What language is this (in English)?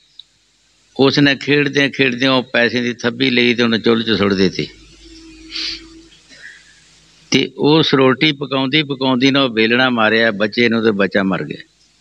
Punjabi